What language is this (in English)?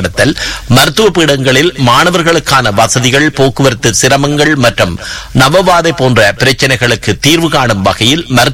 Tamil